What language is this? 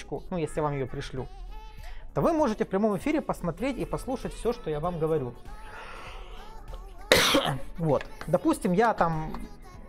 Russian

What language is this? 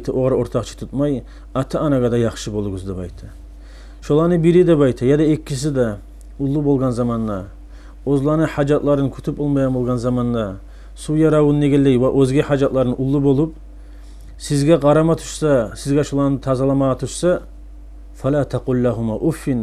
Kumyk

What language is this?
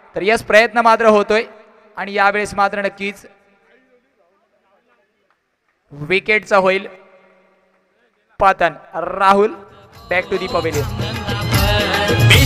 Marathi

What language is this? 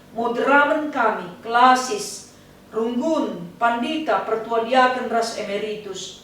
Batak Karo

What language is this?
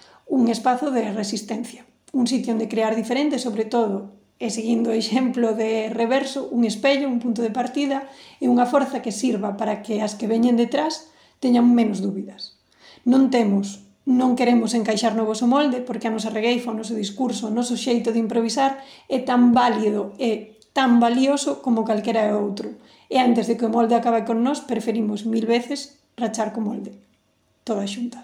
Galician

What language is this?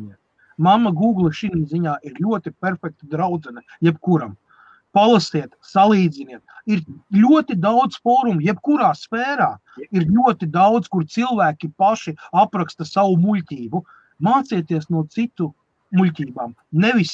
Latvian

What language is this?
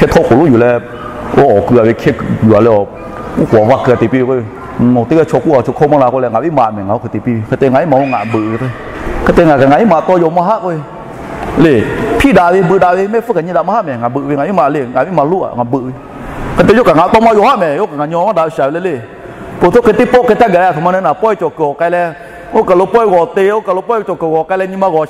Lahu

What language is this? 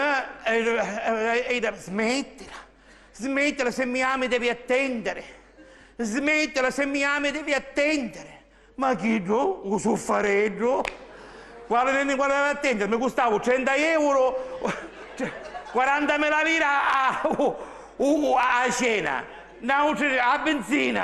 Sicilian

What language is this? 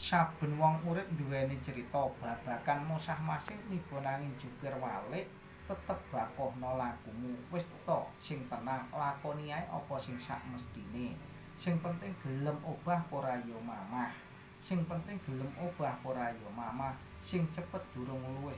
Javanese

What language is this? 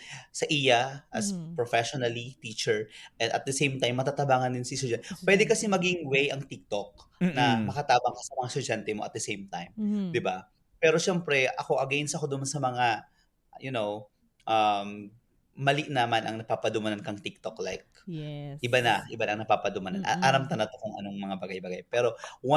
Bikol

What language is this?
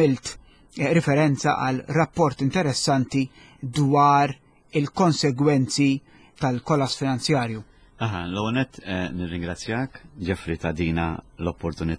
Maltese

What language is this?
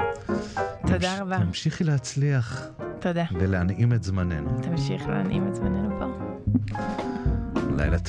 Hebrew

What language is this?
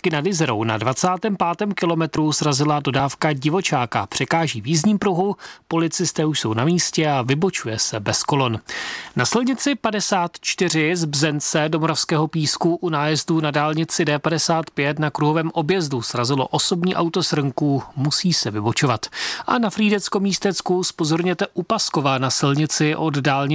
Czech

